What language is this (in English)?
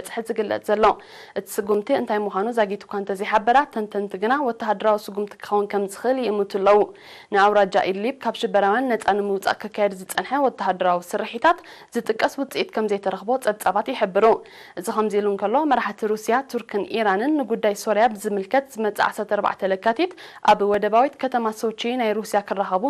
Tigrinya